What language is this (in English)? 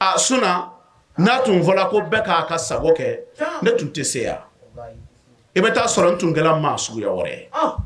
Bambara